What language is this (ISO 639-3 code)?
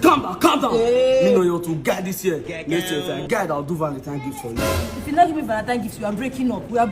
pcm